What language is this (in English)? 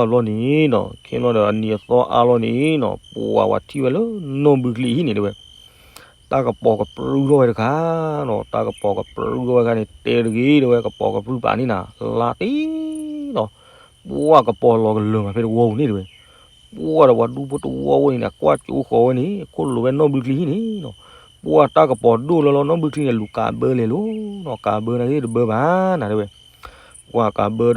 S'gaw Karen